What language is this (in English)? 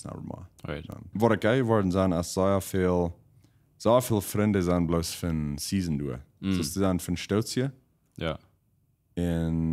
Plautdietsch